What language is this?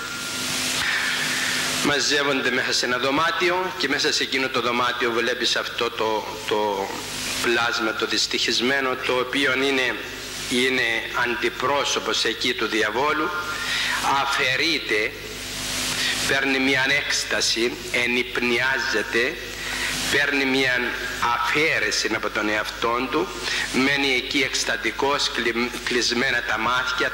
Greek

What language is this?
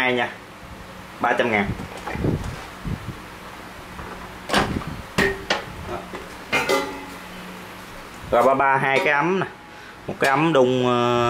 Vietnamese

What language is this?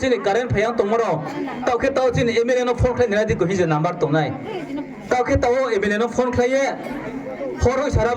Riang (India)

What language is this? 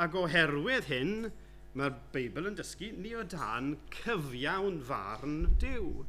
Welsh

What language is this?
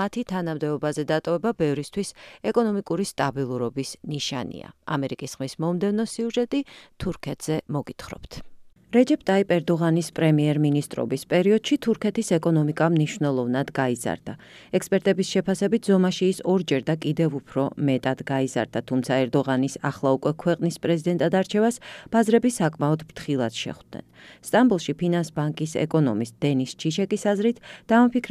Georgian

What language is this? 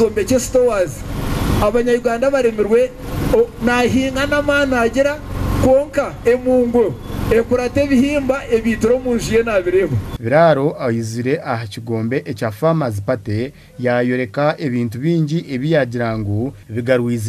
Nyankole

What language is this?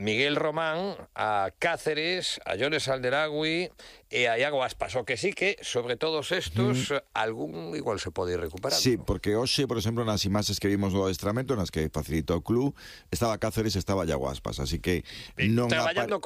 Galician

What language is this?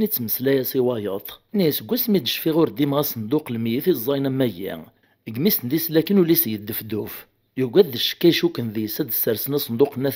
Kabyle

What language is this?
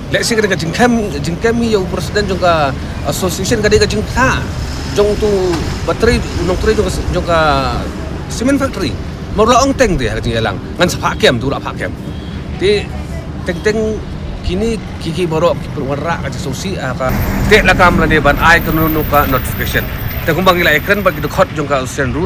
Khasi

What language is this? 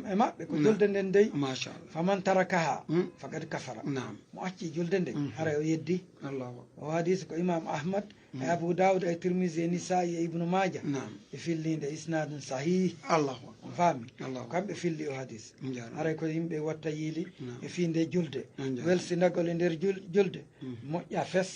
Fula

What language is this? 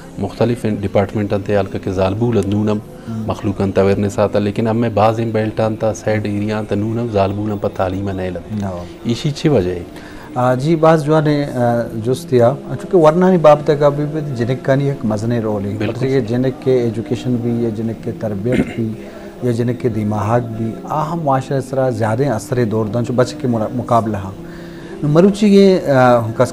Eastern Balochi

